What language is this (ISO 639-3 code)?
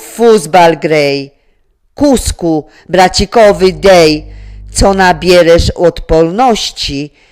szl